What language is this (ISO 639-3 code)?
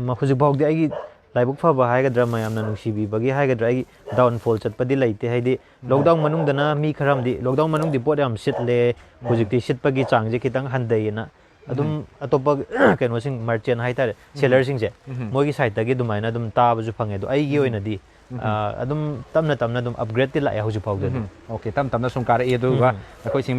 mni